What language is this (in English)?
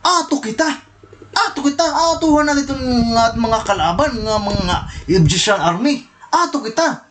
Waray